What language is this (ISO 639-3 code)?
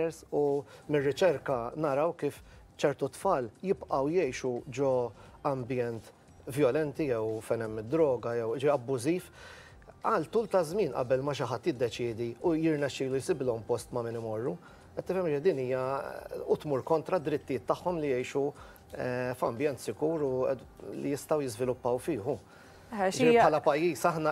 mlt